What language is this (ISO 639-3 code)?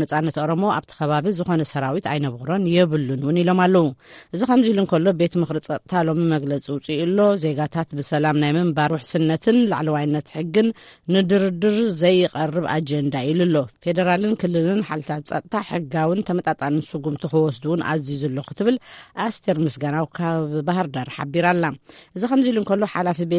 tir